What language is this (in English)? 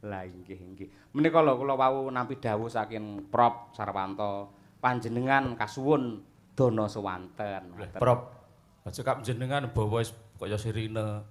Javanese